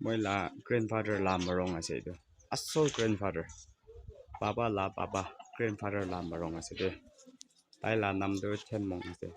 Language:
Naga Pidgin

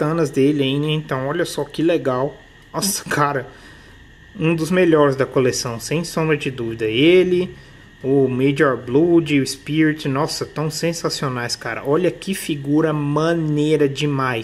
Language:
Portuguese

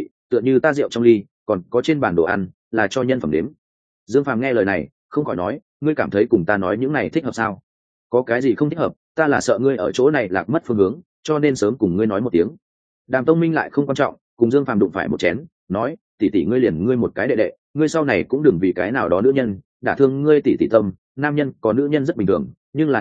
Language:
Vietnamese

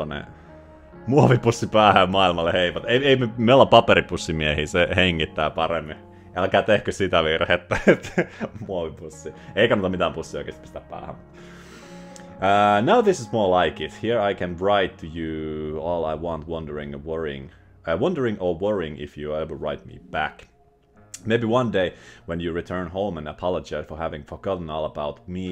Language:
Finnish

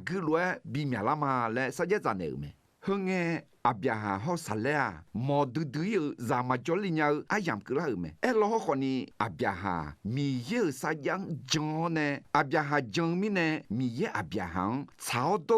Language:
Akha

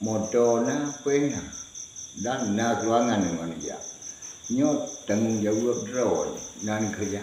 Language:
Achinese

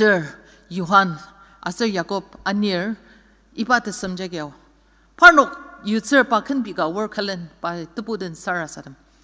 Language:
Ao Naga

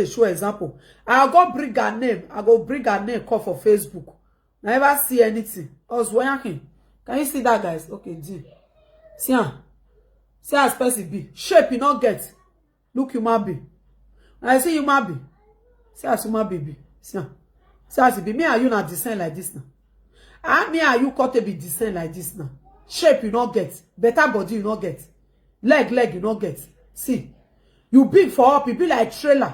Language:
Nigerian Pidgin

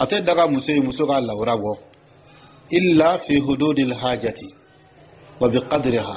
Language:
Dyula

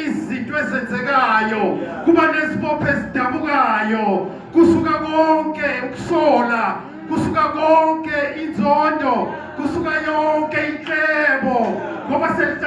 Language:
Zulu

